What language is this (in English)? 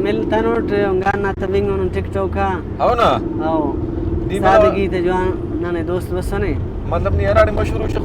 Brahui